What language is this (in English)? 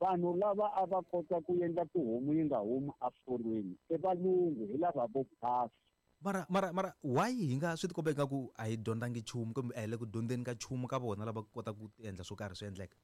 Tsonga